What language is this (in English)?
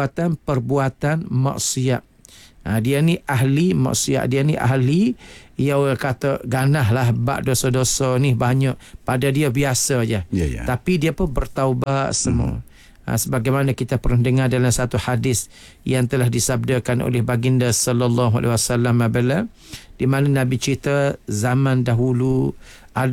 Malay